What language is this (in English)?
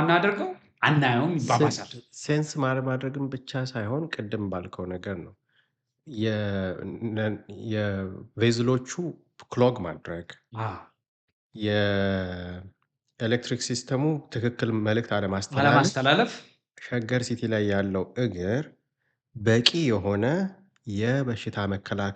Amharic